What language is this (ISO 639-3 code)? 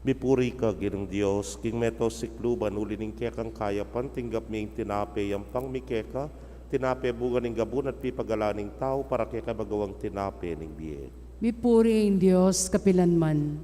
pam